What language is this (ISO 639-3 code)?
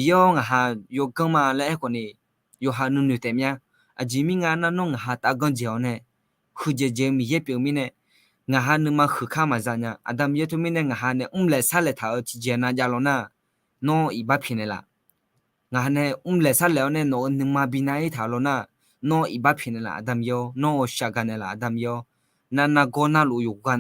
ahk